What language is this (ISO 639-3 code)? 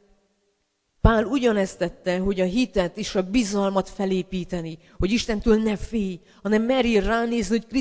hun